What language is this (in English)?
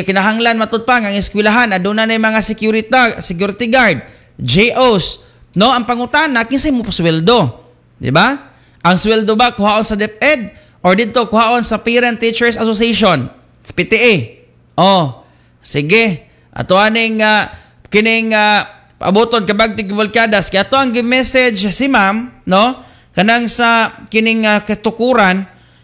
Cebuano